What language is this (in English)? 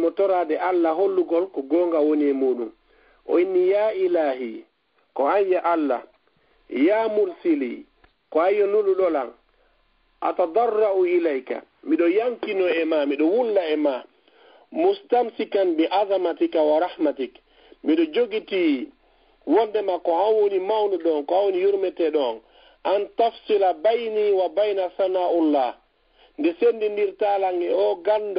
Fula